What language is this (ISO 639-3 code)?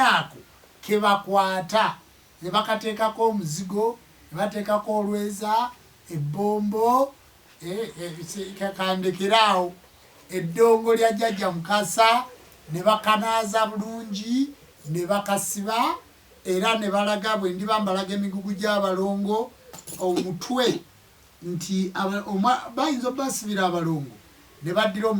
lug